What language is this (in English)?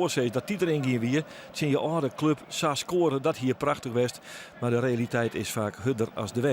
Western Frisian